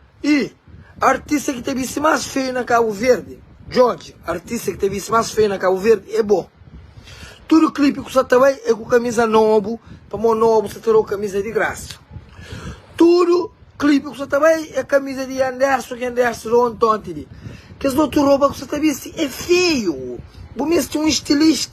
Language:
Kabuverdianu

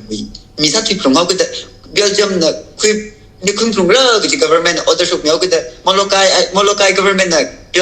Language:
Tangkhul Naga (India)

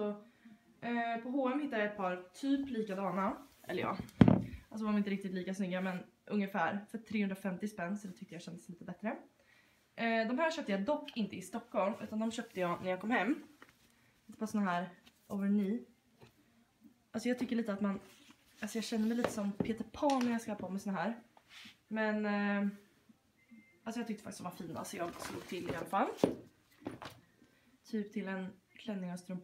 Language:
Swedish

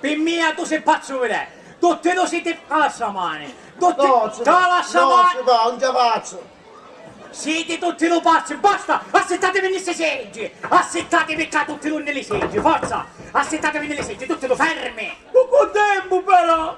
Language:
Sicilian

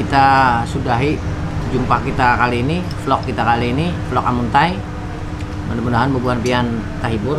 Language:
Banjar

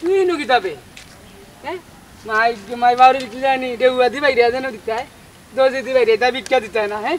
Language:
Sylheti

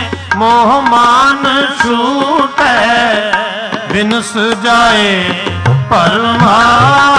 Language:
Punjabi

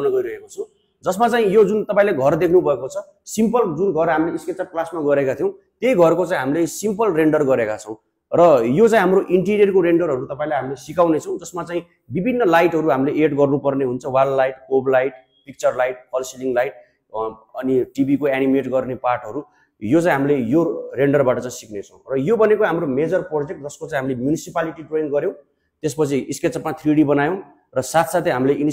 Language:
Nepali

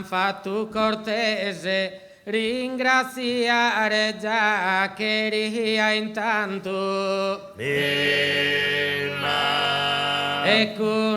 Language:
Sardinian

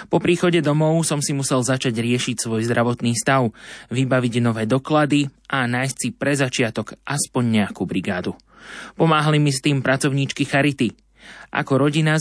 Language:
Slovak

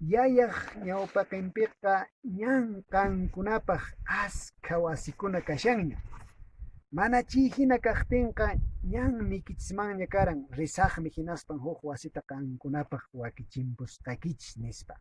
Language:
Quechua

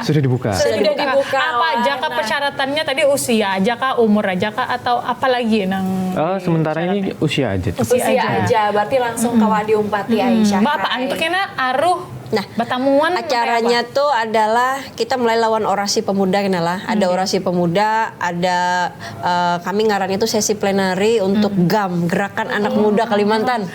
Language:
Banjar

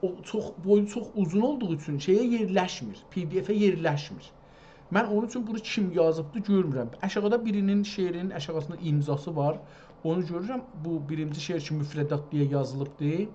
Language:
South Azerbaijani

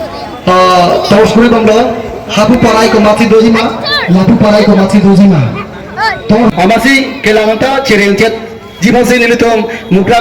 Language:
Karbi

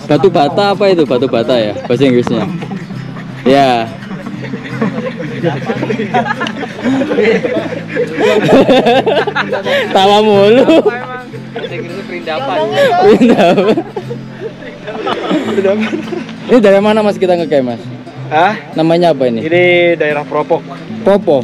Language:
Indonesian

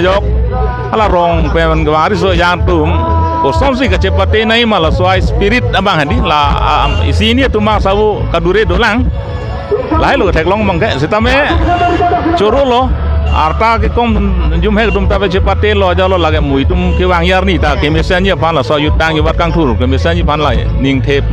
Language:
Karbi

